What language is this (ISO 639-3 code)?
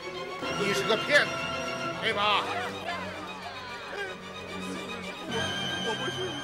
zho